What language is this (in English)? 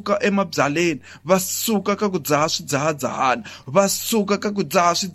Tsonga